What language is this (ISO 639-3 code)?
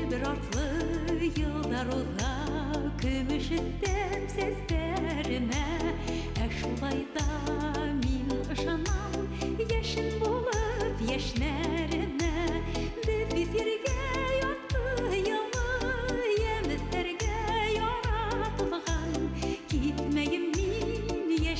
bak